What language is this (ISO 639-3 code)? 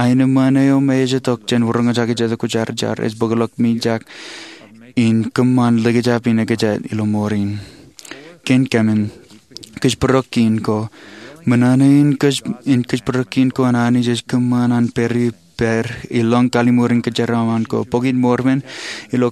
mah